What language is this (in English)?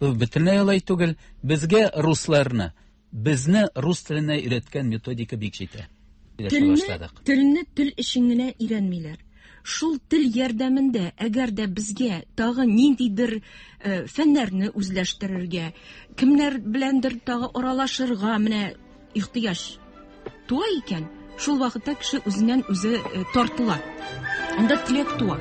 Tatar